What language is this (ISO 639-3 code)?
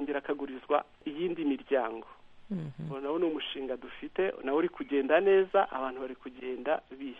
kin